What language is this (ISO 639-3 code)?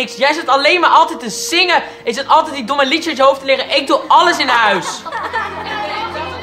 nld